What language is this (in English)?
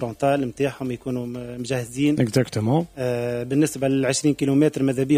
Tunisian Arabic